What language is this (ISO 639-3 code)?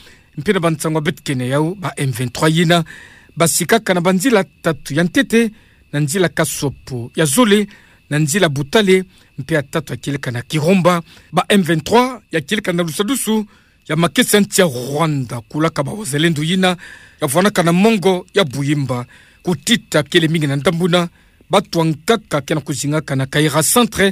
ktu